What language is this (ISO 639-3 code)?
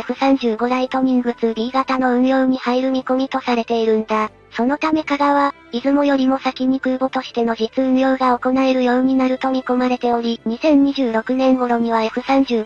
jpn